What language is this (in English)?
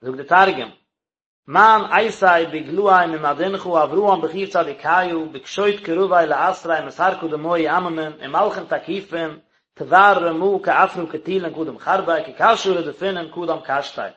Yiddish